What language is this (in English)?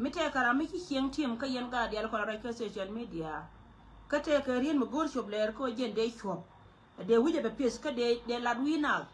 Nuer